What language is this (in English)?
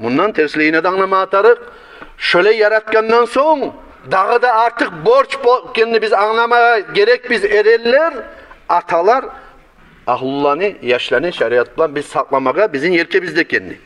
Kumyk